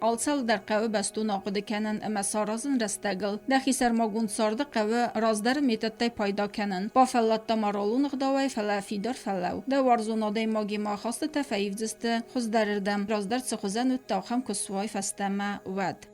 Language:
Ossetic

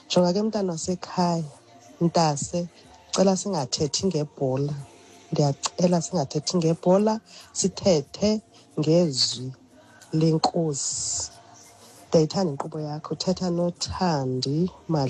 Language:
Xhosa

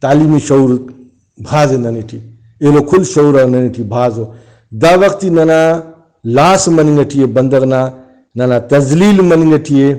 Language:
Brahui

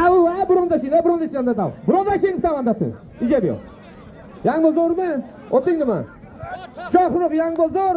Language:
Uzbek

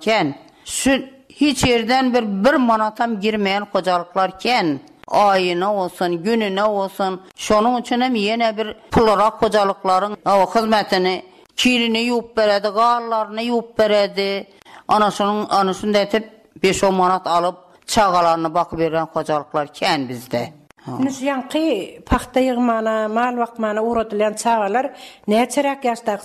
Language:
Turkmen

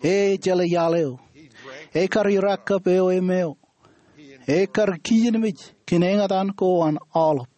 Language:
Marshallese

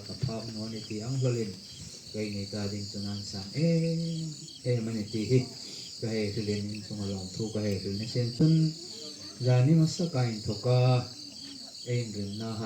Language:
Hmar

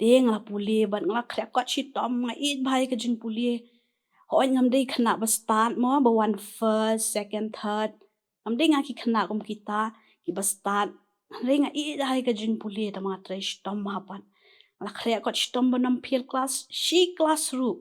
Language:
Khasi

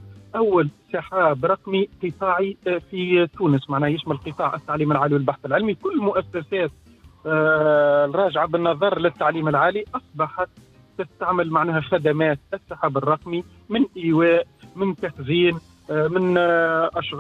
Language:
Tunisian Arabic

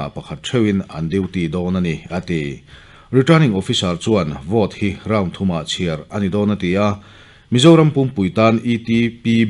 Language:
Mizo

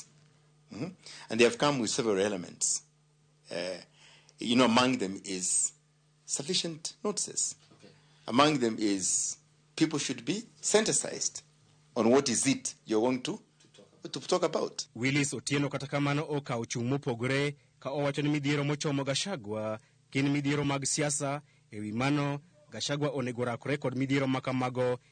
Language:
Luo (Kenya and Tanzania)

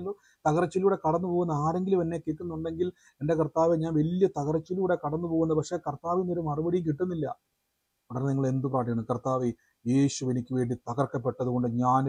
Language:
Malayalam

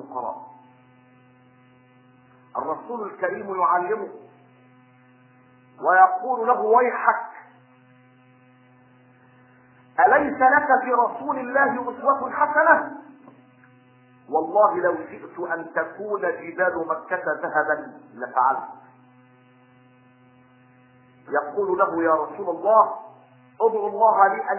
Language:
Arabic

